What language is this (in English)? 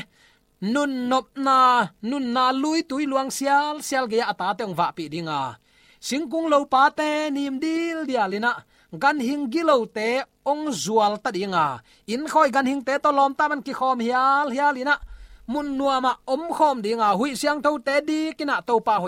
Tedim Chin